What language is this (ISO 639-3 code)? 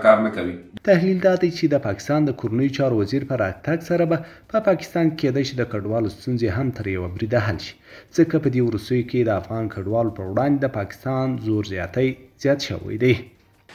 pus